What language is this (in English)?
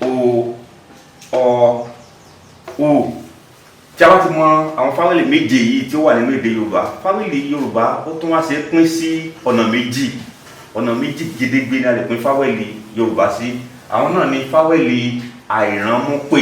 Yoruba